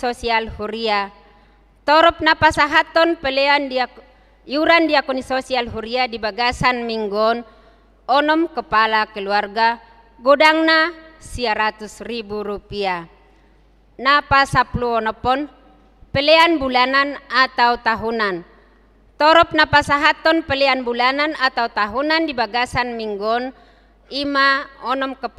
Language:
Batak Toba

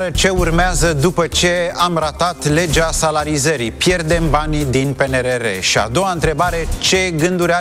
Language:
Romanian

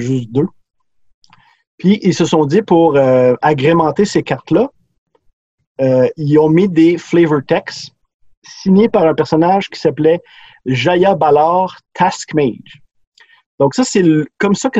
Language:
French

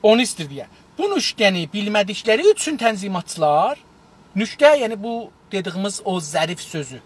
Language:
South Azerbaijani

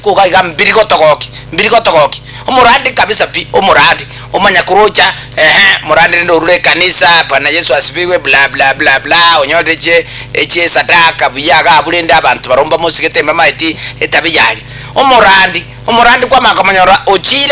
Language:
Gusii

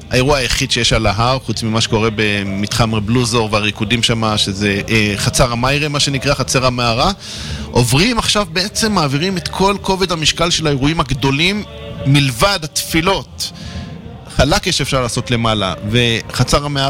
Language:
Hebrew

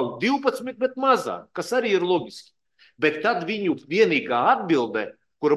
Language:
Latvian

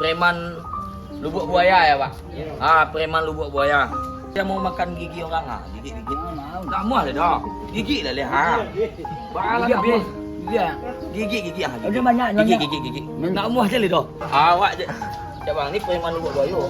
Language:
Minangkabau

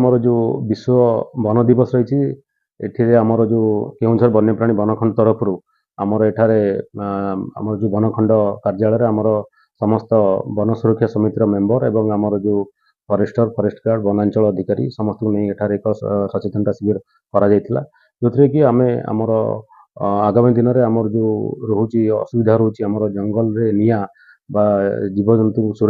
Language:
Odia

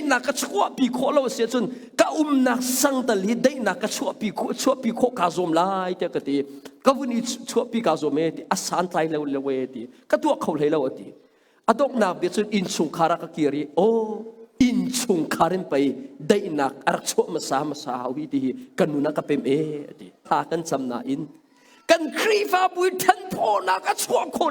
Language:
Hakha Chin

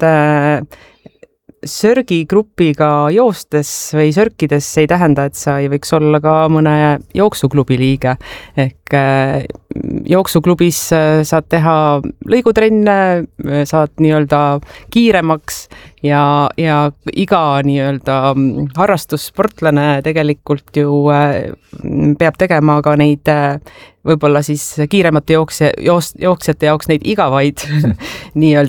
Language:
Estonian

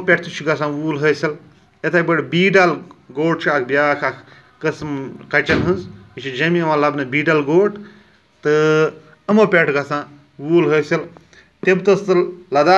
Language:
Kashmiri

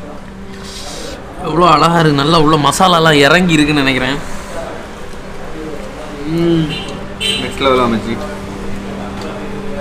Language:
Tamil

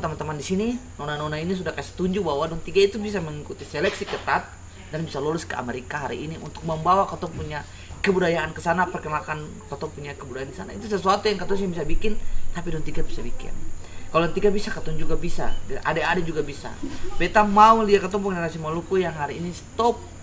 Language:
Ambonese Malay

